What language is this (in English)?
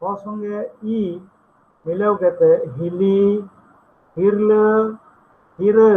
Santali